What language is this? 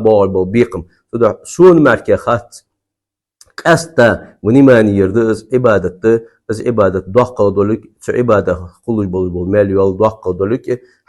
Ingush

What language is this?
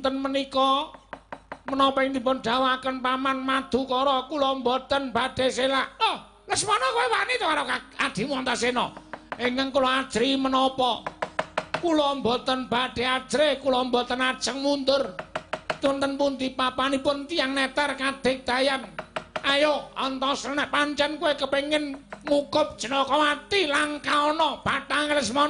Javanese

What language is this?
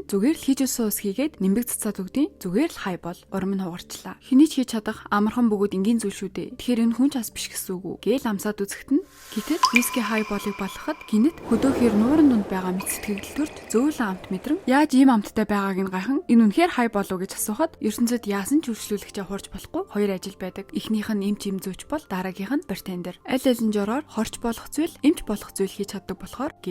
Mongolian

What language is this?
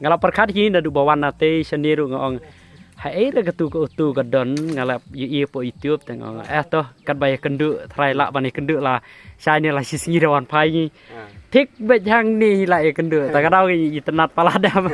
Khasi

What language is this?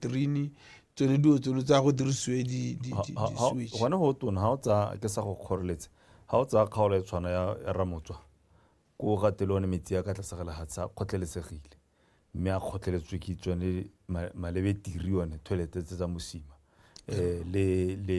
Tswana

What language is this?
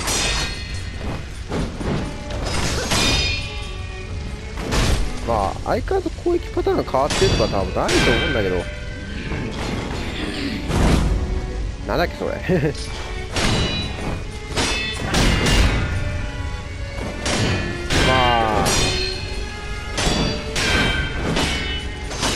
Japanese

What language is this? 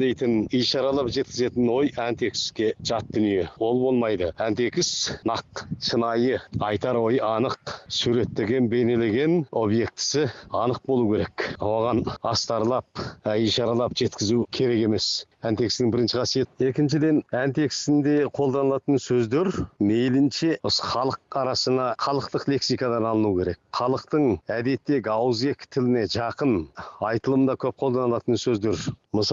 Kazakh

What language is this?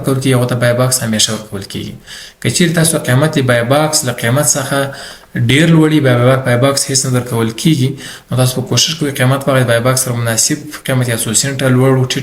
Pashto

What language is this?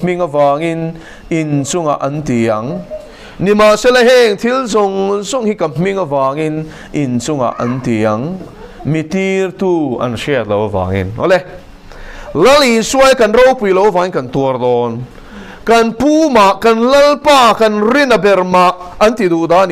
Mizo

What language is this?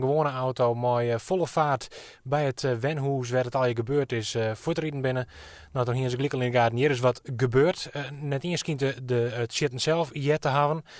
Western Frisian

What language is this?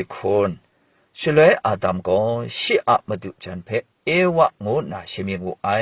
Kachin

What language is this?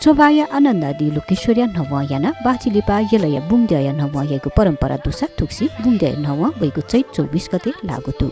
Newari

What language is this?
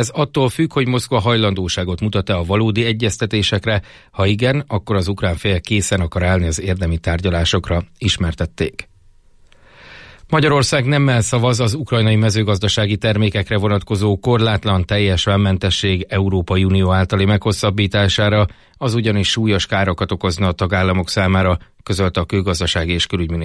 Hungarian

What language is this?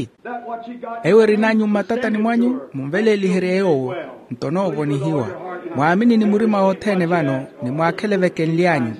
Makhuwa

